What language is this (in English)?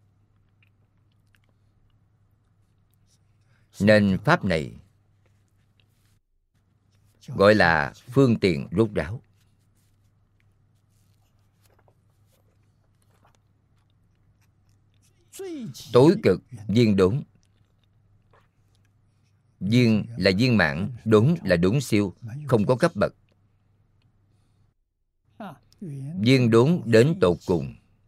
Vietnamese